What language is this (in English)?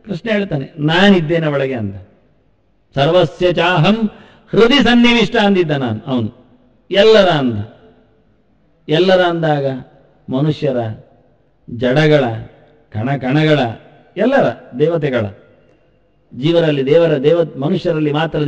Kannada